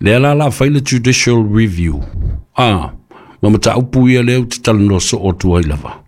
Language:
Samoan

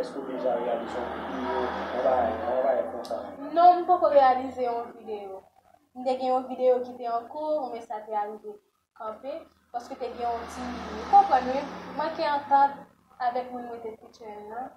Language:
Haitian Creole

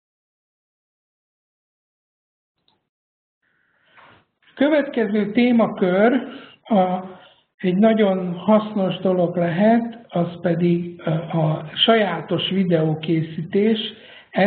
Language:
Hungarian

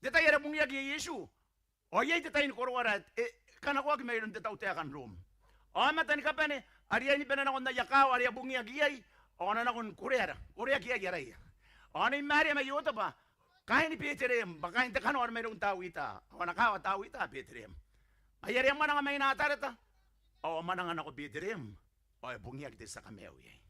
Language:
Gilbertese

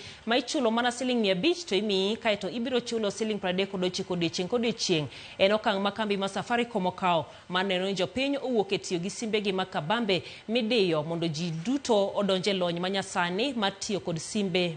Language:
Luo (Kenya and Tanzania)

